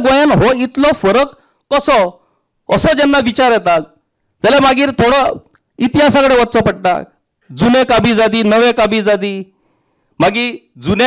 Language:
Konkani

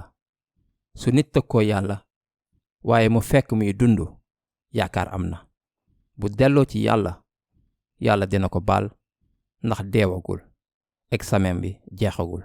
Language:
Wolof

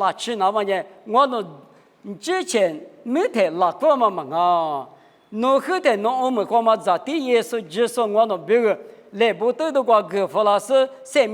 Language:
Lisu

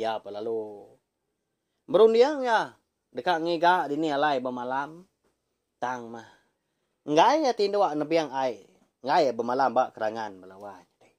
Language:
Iban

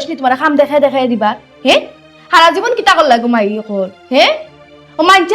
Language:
Sylheti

